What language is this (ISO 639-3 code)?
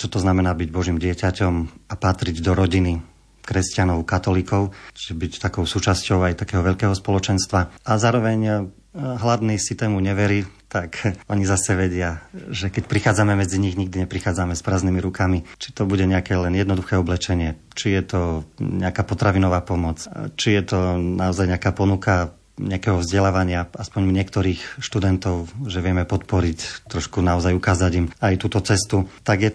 slk